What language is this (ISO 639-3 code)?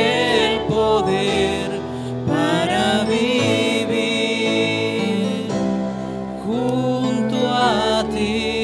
aym